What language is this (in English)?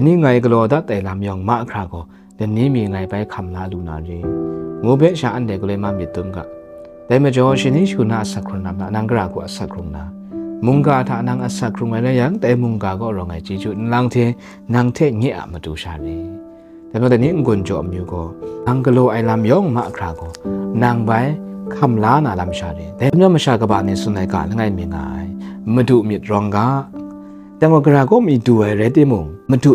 Kachin